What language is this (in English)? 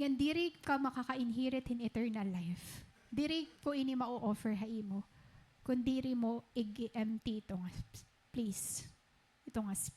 Waray